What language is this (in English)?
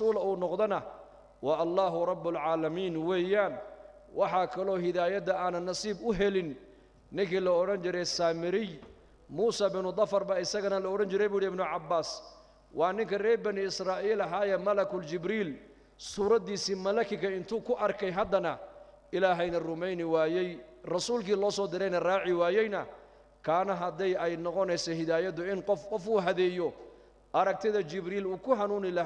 Somali